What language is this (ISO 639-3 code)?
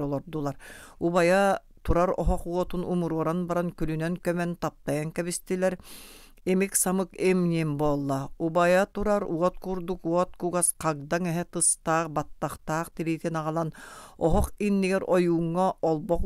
sah